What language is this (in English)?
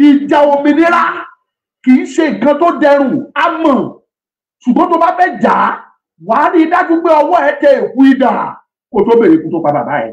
Yoruba